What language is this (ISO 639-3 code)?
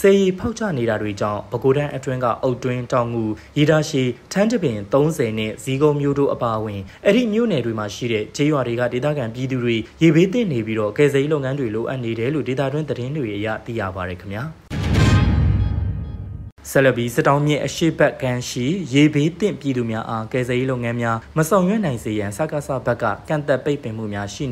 mya